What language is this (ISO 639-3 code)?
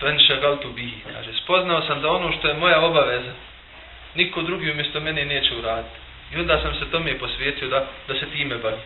bos